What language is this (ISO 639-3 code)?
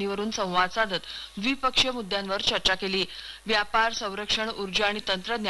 mar